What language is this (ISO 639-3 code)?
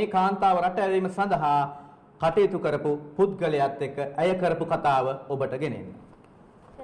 sin